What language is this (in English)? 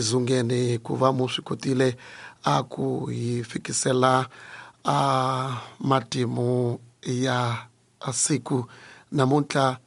Tsonga